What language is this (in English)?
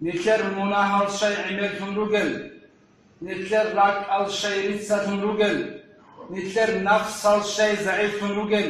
Avaric